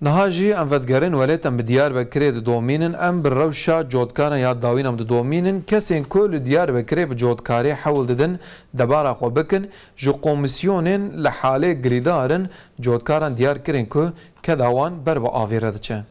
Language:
Kurdish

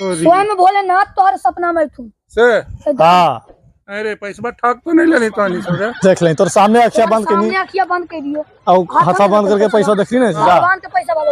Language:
Magahi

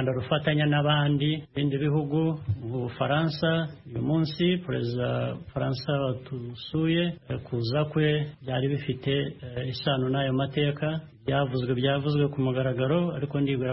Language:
Kinyarwanda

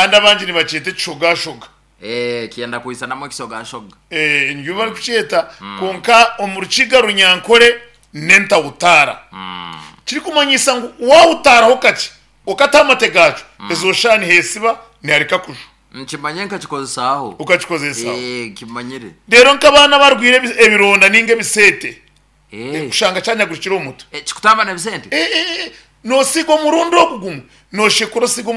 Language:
Nyankole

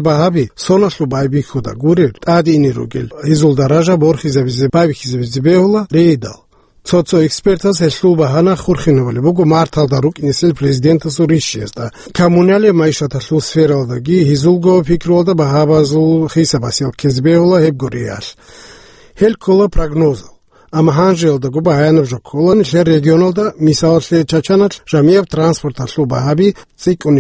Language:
Avaric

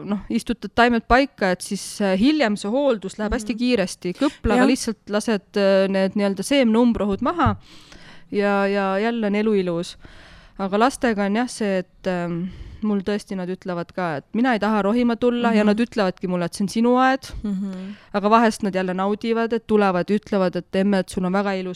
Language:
Estonian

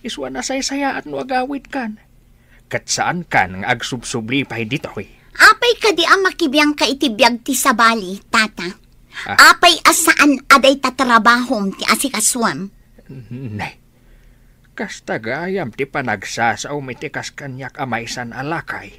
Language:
Iloko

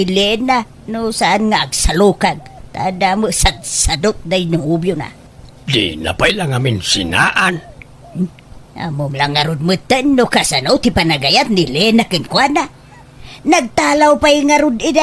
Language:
Iloko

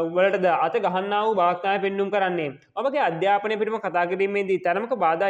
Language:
Sinhala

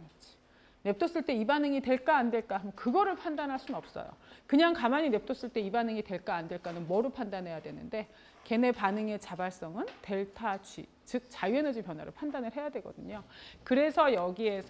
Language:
Korean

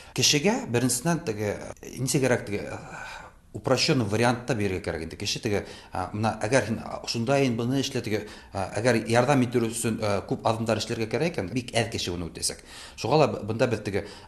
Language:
Tatar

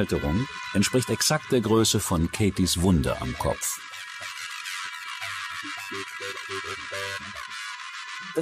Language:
German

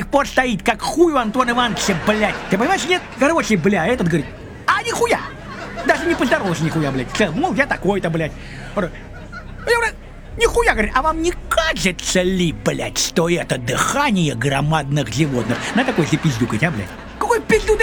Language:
Russian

